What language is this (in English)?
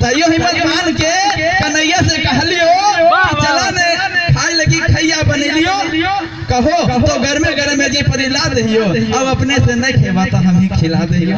Magahi